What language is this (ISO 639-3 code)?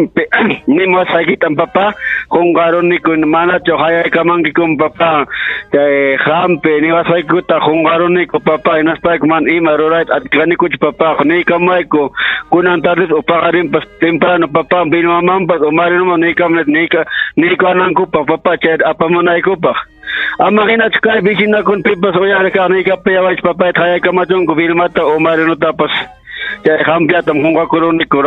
quy